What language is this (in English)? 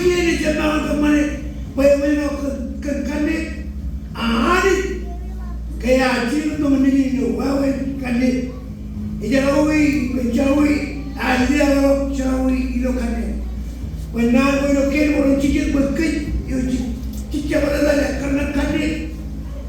Marshallese